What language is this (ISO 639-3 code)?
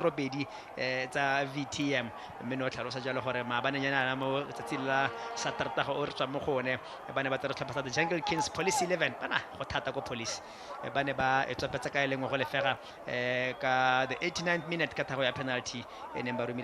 tsn